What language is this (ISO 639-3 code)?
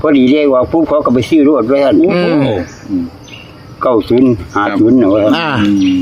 tts